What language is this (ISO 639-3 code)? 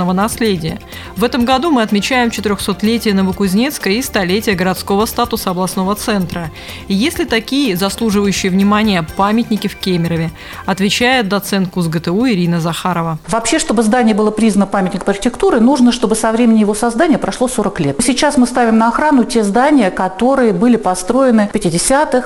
rus